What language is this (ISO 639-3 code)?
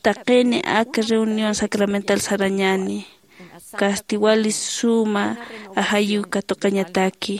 aym